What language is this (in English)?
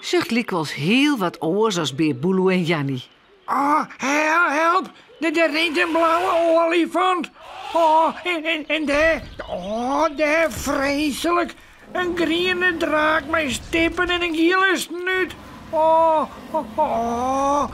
Western Frisian